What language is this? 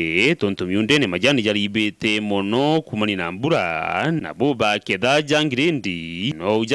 Meru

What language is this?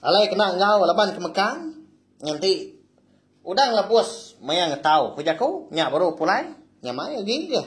Iban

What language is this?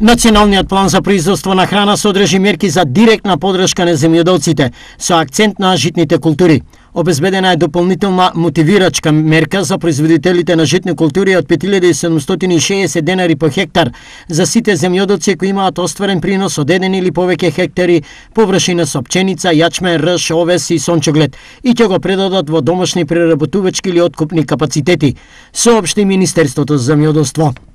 Macedonian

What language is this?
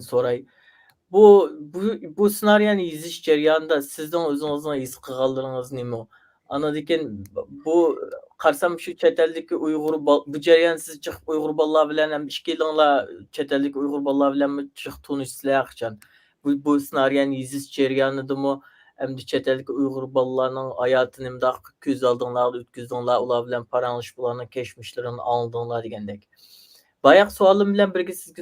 Uyghur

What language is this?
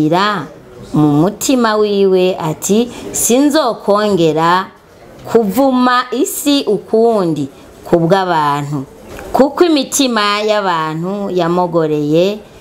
Rundi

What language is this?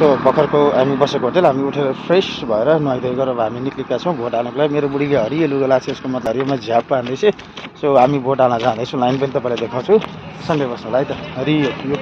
Nepali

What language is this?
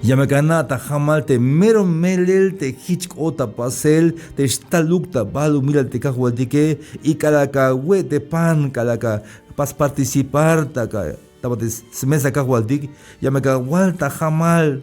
Tzeltal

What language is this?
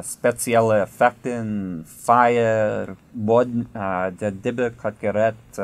Yiddish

